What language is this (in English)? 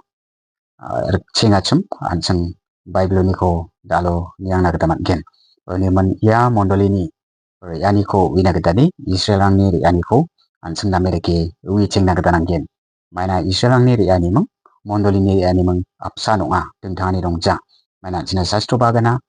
Garo